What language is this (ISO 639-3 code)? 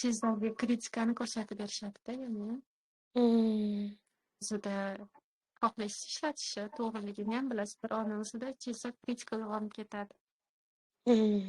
uzb